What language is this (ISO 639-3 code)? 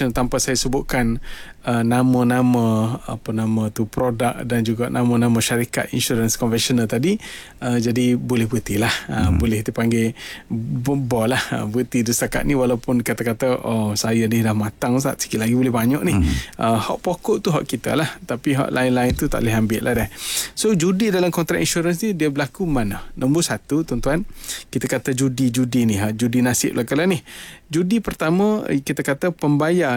msa